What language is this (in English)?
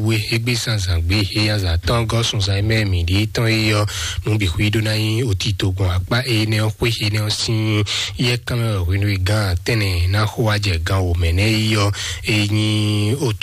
Fon